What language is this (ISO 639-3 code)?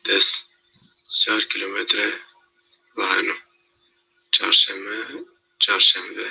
zza